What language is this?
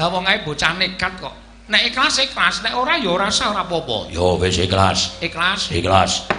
Javanese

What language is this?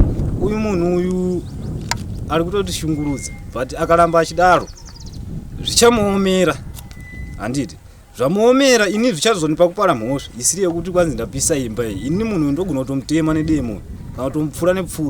Shona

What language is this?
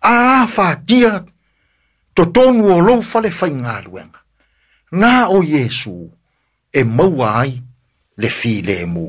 Samoan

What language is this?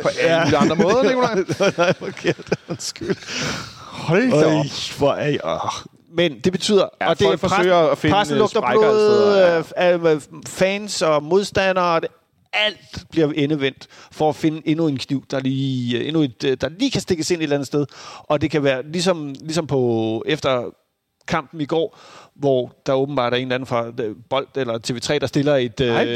Danish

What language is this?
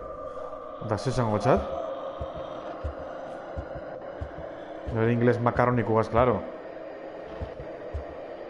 Basque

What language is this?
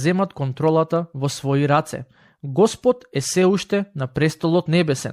Macedonian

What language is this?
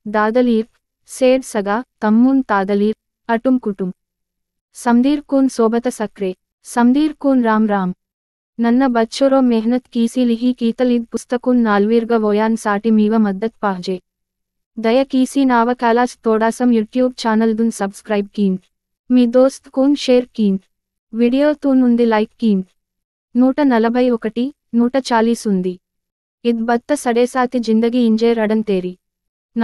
Gondi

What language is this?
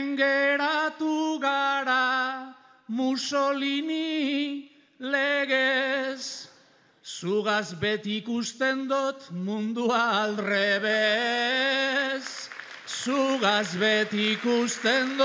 Basque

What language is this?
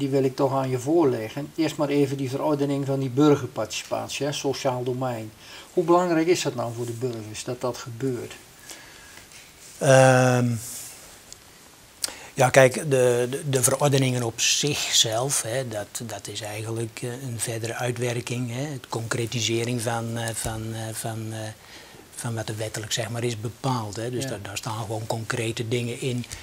Dutch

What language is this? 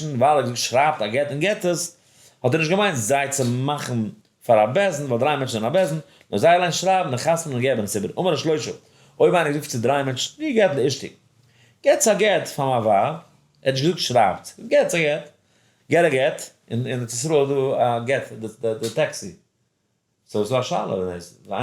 Yiddish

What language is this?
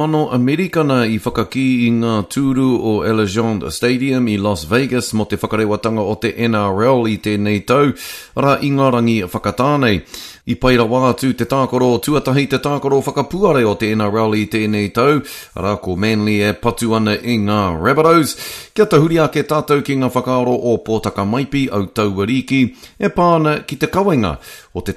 Māori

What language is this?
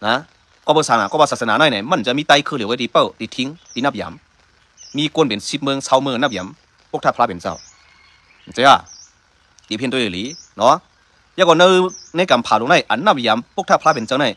Shan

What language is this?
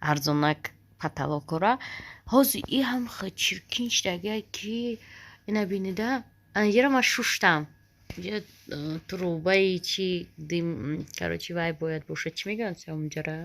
Tajik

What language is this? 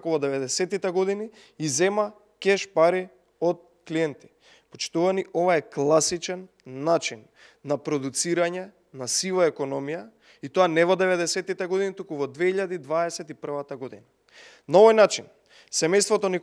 Macedonian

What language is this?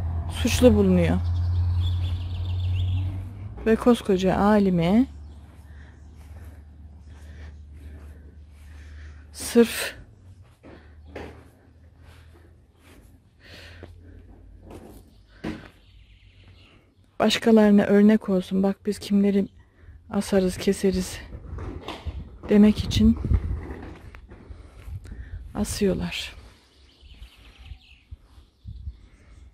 Turkish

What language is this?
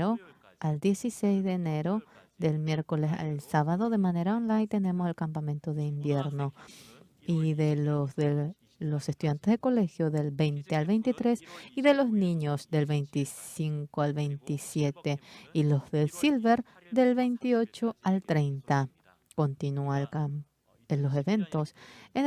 South Bolivian Quechua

